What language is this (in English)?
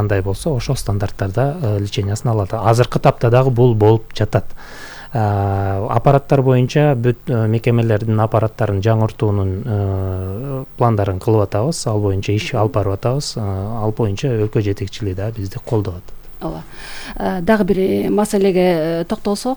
Kyrgyz